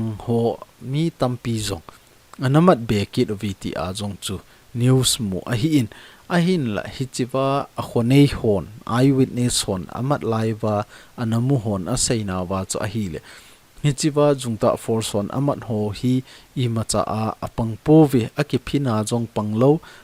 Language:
Thado Chin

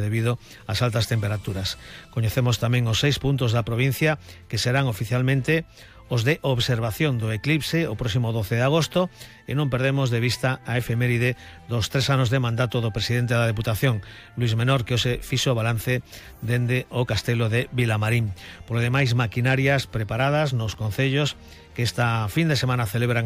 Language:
Galician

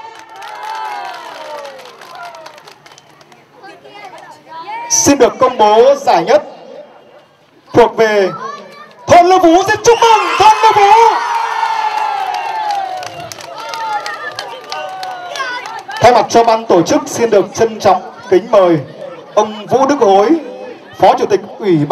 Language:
Vietnamese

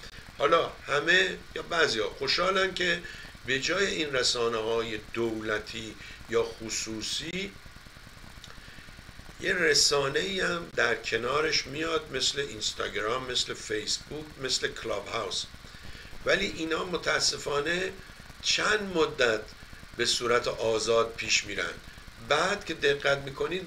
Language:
Persian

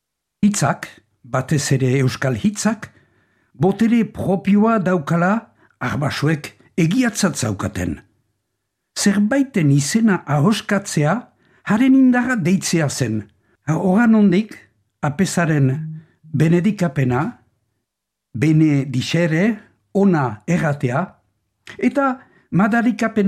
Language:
Basque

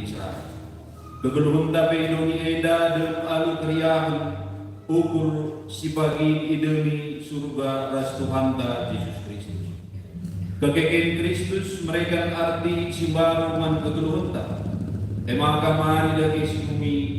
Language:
Batak Karo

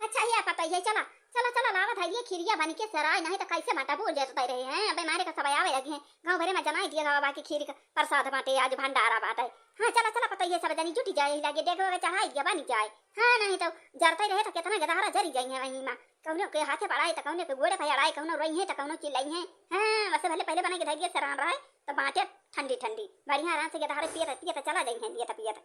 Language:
Awadhi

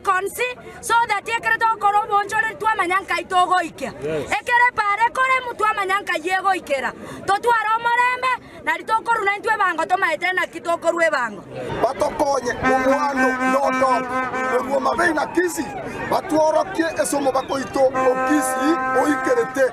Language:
Gusii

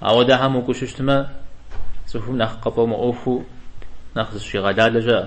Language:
Kabardian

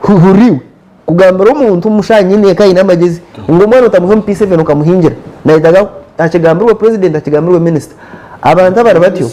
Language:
Nyankole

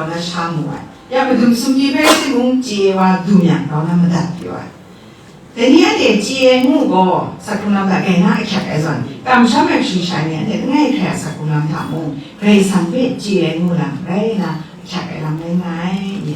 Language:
Kachin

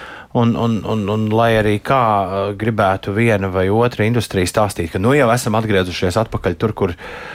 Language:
Latvian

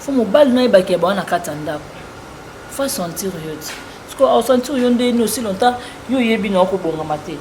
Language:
Lingala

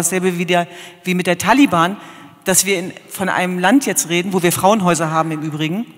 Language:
German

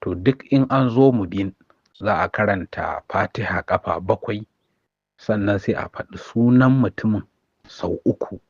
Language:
Hausa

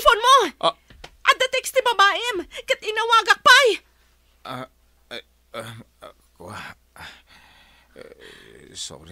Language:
Iloko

